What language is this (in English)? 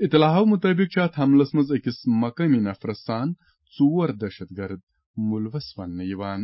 Kashmiri